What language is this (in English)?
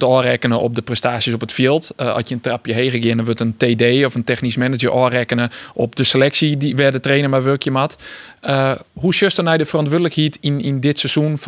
Western Frisian